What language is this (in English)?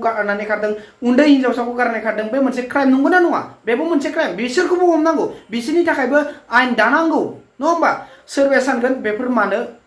Bodo